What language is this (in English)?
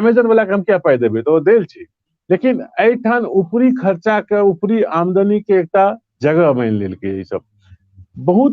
Maithili